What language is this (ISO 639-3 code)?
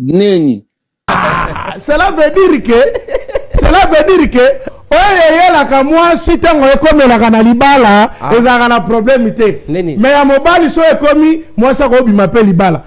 lin